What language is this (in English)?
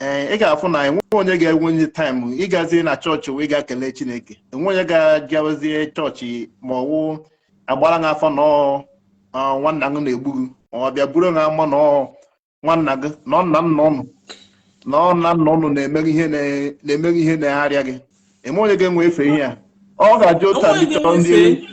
Igbo